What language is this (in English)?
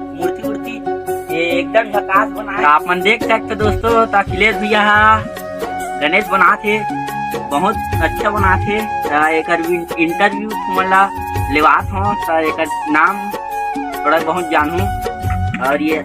Chhattisgarhi